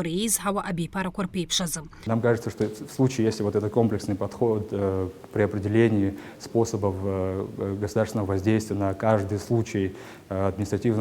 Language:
Abkhazian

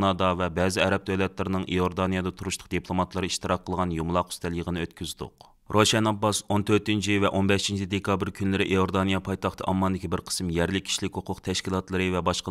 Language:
Uyghur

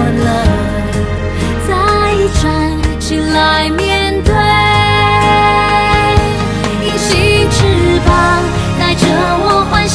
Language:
Chinese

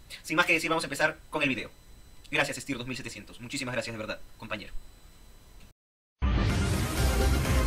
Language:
Spanish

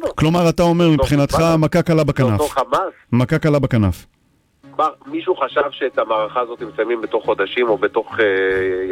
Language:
Hebrew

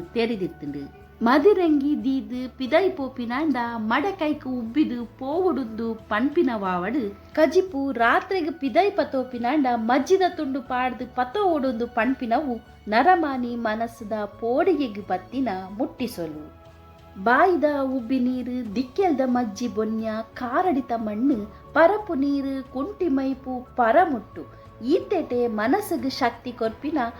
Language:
Tulu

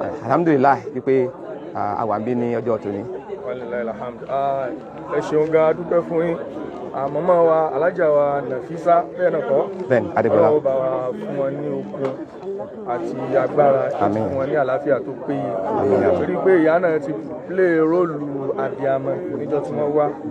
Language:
Yoruba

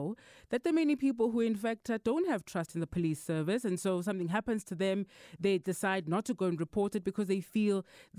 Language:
English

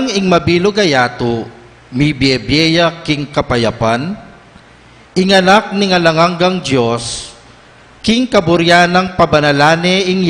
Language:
Pampanga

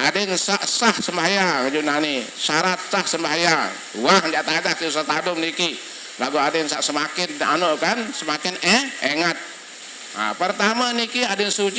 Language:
Sasak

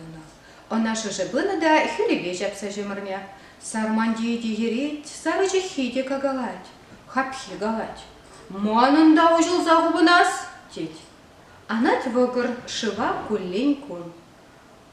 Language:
Chuvash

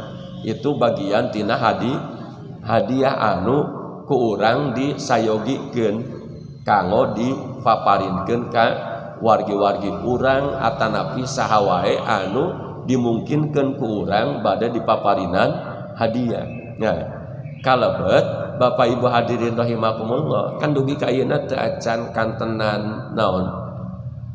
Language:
Sundanese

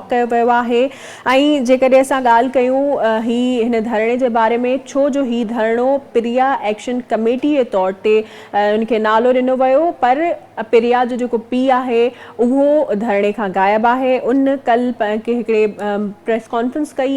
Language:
Sindhi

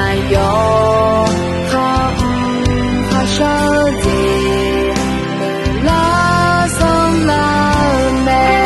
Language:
Akha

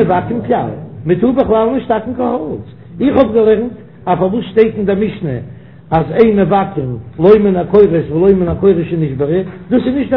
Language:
Yiddish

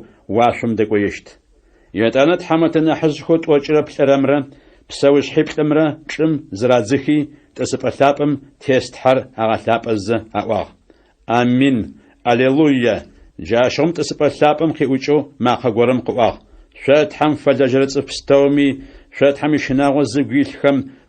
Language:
Adyghe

